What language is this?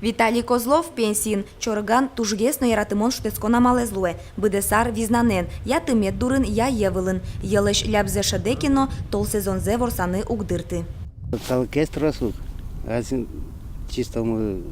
Udmurt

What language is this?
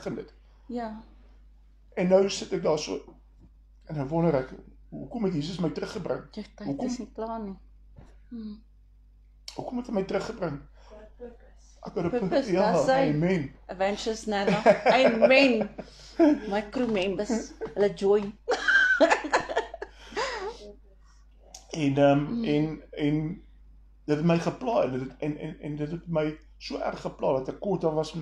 Afrikaans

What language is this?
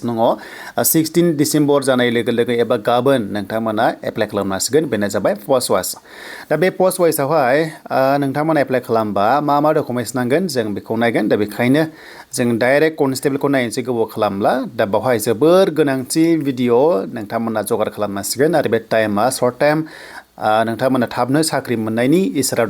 Bodo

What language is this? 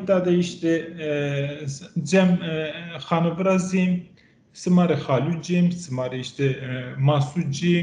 Zaza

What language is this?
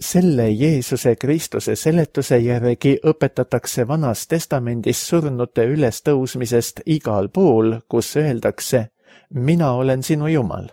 Estonian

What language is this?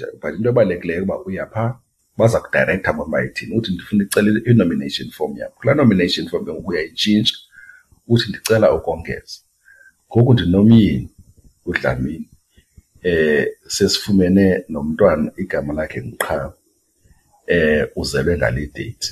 Xhosa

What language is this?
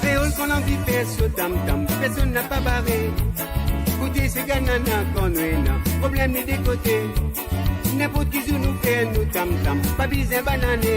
Morisyen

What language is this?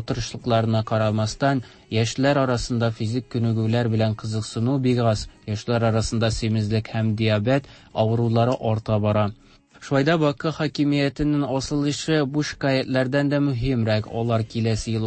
Tatar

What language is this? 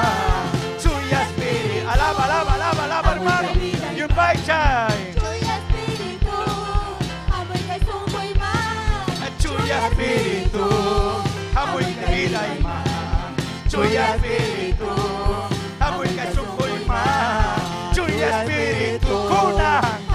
Ayacucho Quechua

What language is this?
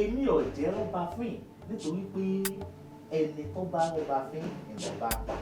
Yoruba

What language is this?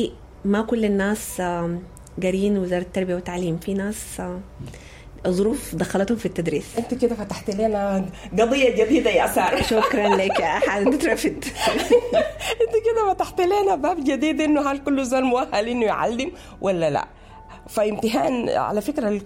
Sudanese Arabic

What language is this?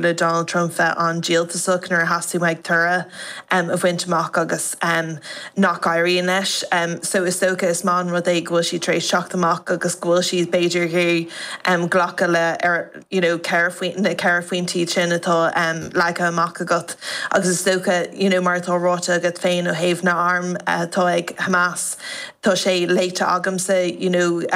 Irish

